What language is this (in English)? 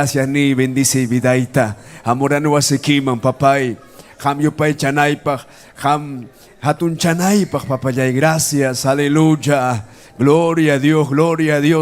Ayacucho Quechua